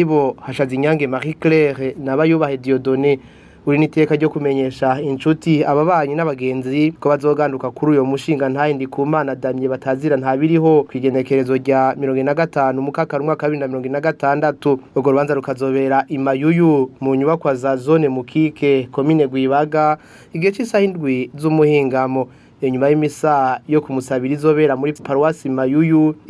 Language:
Rundi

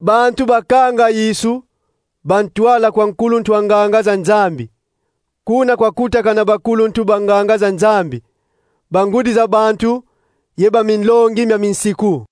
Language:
Kongo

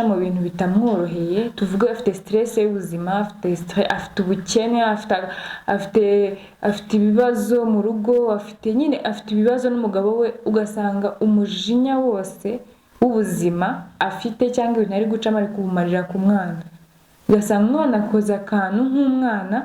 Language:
Kinyarwanda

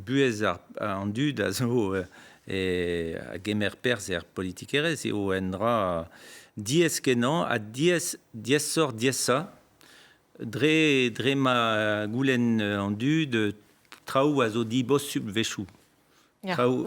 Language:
Breton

